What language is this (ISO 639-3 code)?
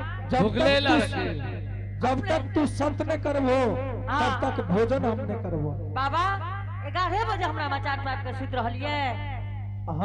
anp